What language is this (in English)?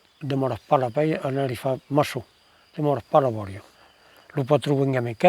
Occitan